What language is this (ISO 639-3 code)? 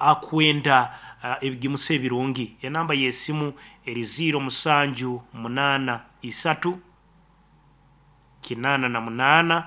nyo